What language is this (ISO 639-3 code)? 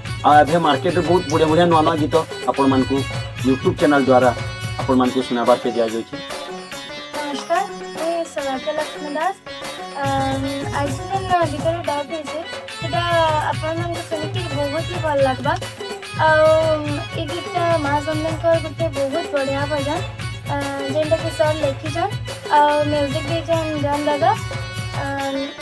spv